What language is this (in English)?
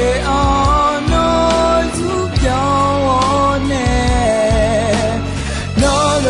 Akha